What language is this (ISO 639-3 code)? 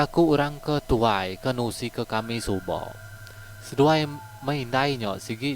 iba